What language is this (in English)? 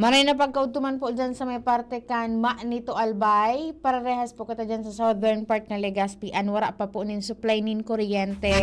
Bikol